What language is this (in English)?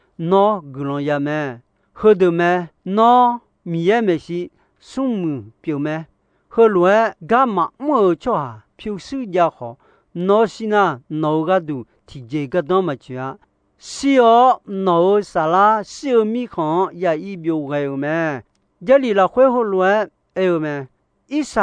Akha